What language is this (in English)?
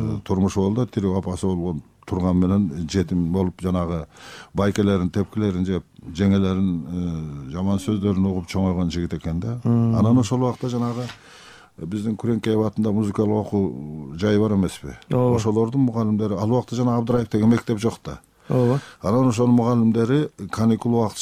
Kyrgyz